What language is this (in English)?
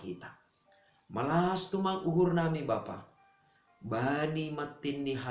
Batak Simalungun